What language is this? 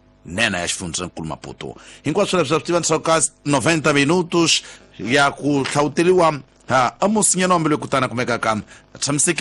Tsonga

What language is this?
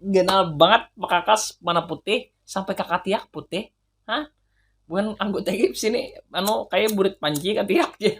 Banjar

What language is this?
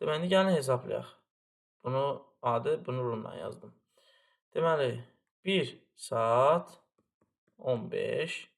Azerbaijani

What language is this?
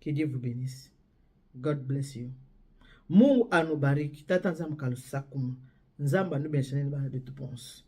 Lingala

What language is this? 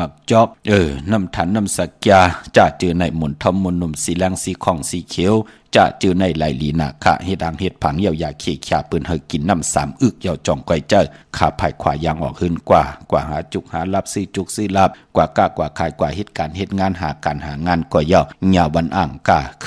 Shan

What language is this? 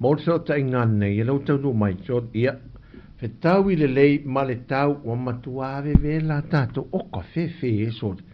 Samoan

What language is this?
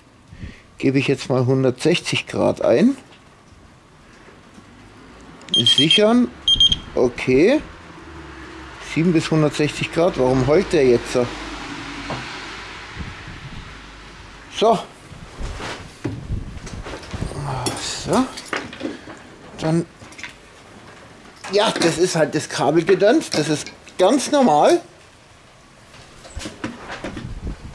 German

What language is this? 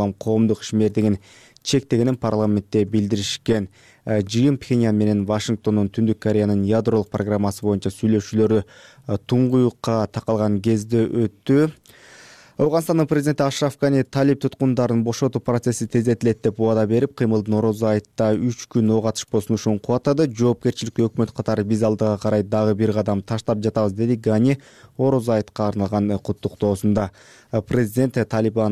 Kyrgyz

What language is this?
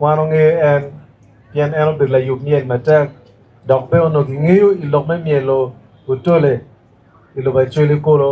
Acoli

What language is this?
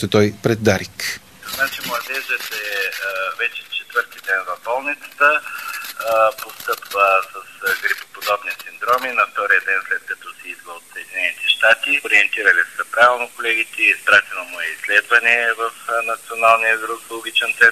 Bulgarian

